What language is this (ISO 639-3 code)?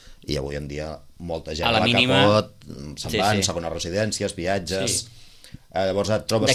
cat